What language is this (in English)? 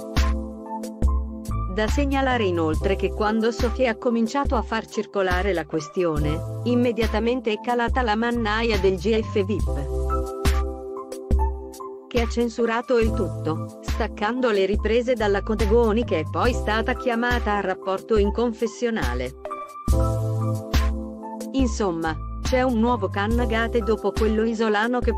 Italian